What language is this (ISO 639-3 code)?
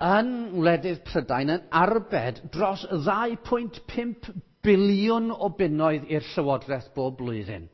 cym